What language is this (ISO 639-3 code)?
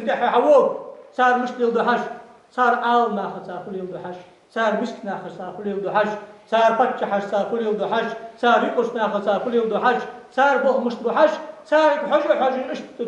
inh